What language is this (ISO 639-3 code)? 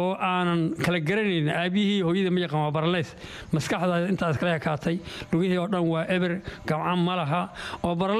som